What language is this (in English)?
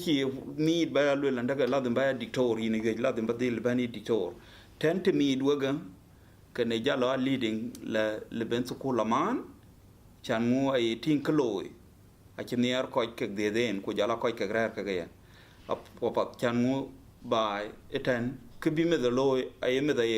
Dinka